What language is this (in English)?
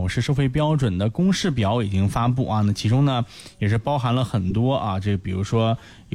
Chinese